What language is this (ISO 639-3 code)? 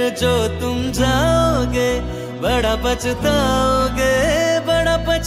hin